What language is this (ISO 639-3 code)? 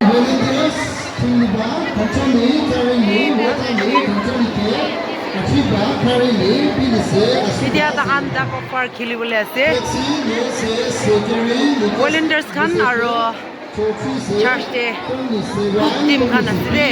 nag